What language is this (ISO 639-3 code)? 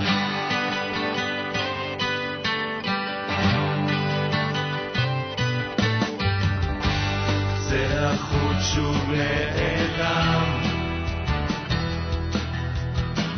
heb